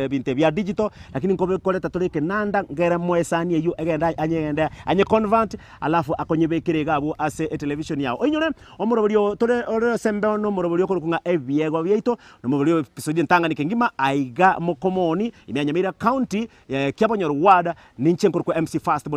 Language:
Gusii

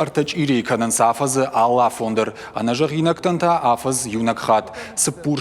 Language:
Ossetic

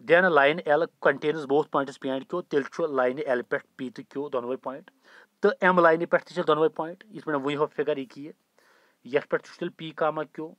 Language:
Kashmiri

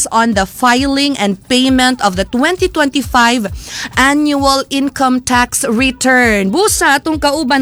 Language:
Cebuano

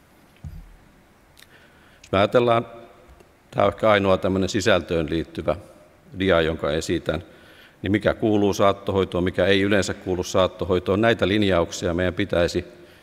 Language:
Finnish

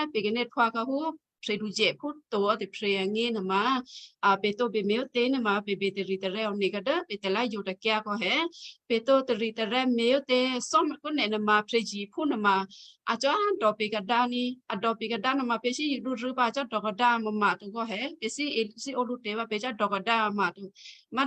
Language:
Western Kayah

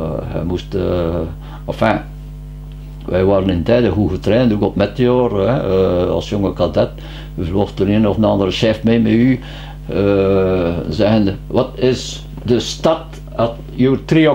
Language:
Dutch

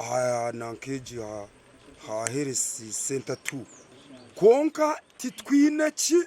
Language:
Nyankole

